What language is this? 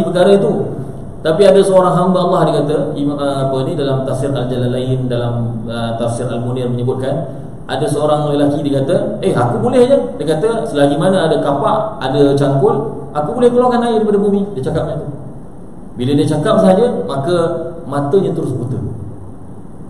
Malay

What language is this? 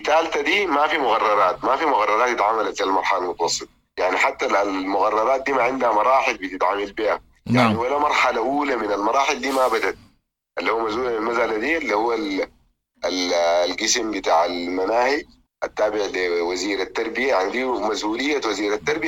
Sudanese Arabic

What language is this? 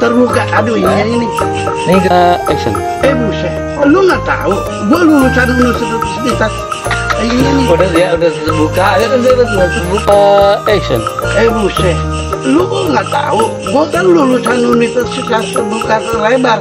Betawi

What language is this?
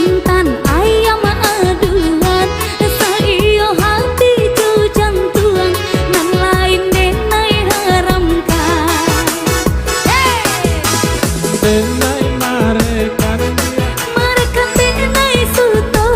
Minangkabau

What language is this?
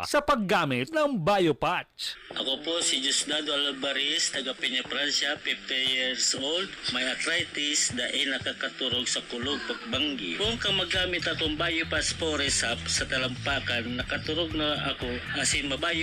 Bikol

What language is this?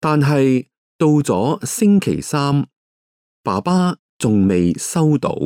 Cantonese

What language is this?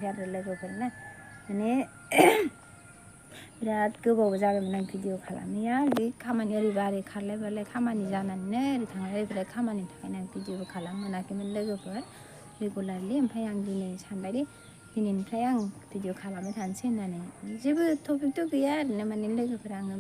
Bodo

